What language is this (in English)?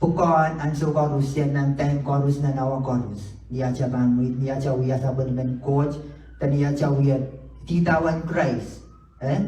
Pohnpeian